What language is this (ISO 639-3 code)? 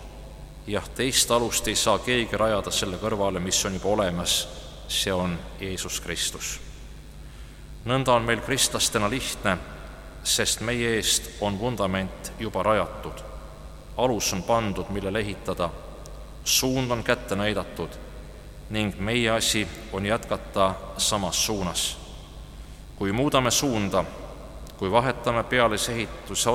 est